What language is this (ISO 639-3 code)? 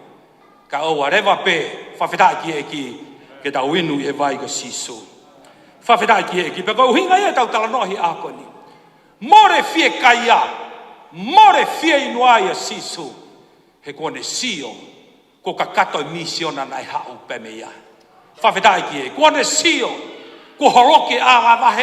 ton